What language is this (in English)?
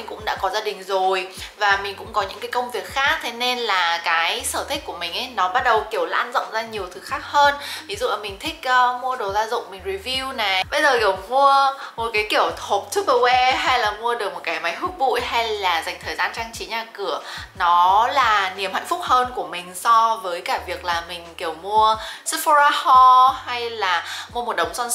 Vietnamese